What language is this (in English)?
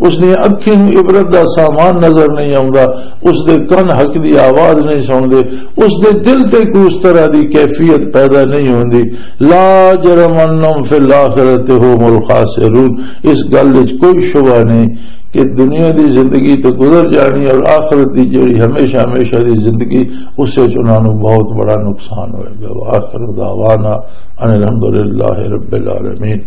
Western Panjabi